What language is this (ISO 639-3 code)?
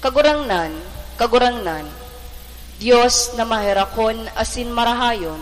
bik